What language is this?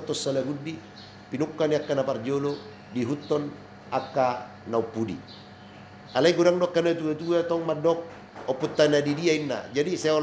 Batak Toba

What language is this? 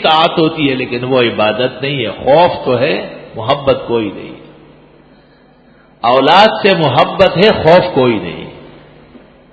Urdu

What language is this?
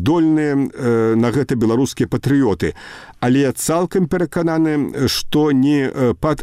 Belarusian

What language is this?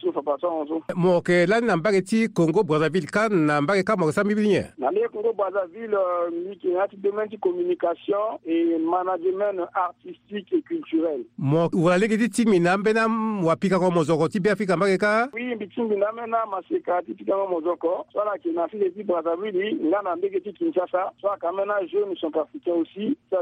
Sango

